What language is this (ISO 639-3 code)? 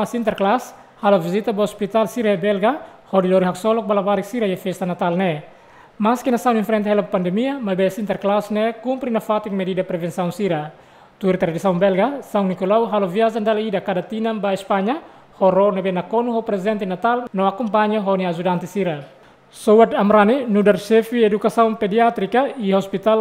tet